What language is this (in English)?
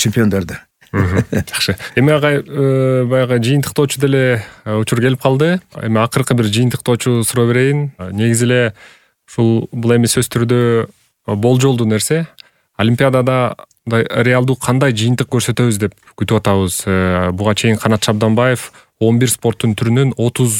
Kyrgyz